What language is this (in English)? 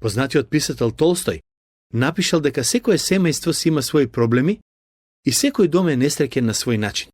Macedonian